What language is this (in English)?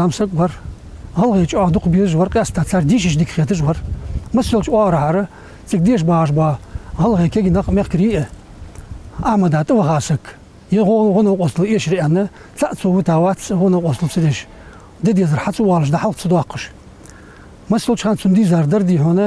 Ingush